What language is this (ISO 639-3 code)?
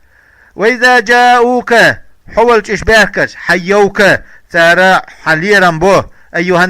che